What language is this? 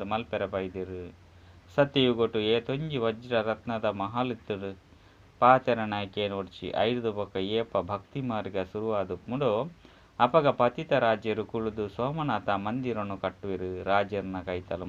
Tulu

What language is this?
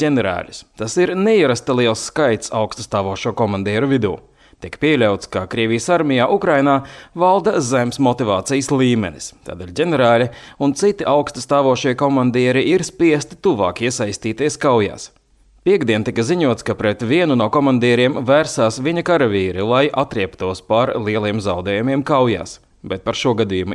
Latvian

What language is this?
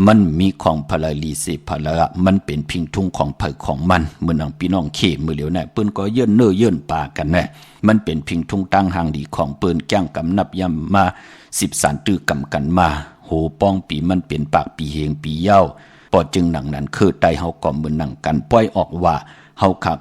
Shan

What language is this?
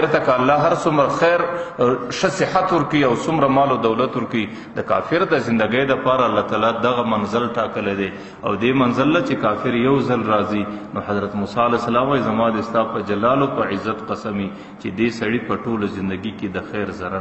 Pashto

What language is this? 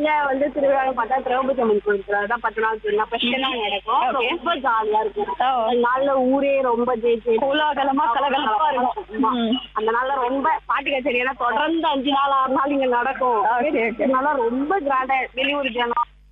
Tamil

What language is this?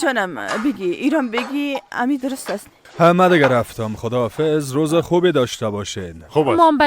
Persian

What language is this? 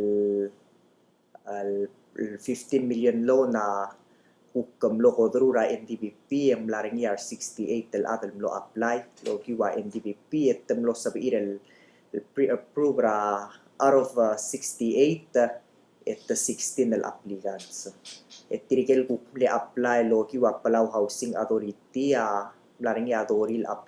Palauan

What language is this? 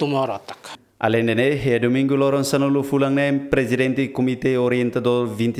Tetum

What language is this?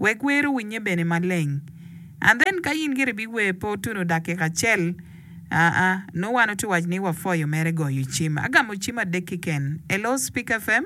Acoli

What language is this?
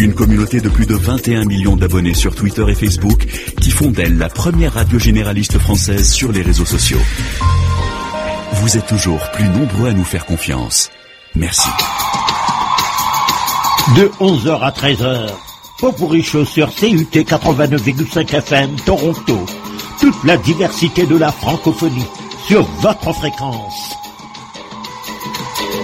French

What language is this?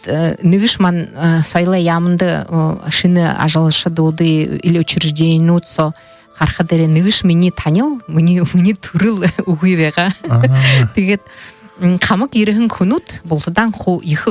Buriat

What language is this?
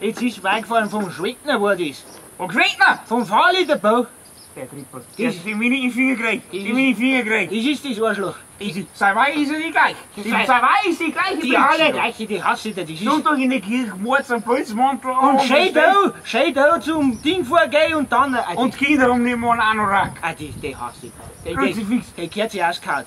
Bavarian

